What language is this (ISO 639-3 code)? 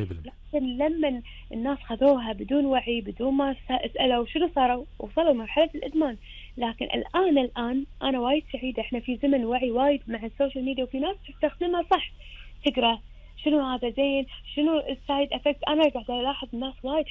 afb